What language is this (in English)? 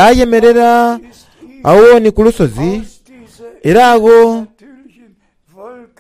Soga